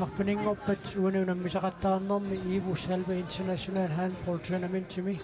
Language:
Kalaallisut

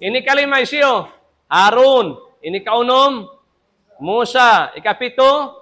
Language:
Tausug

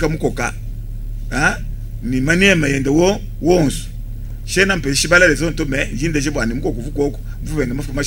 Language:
Luba-Lulua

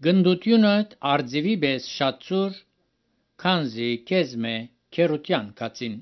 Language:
Armenian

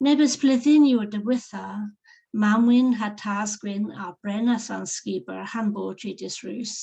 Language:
Cornish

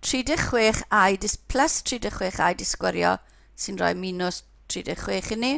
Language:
Welsh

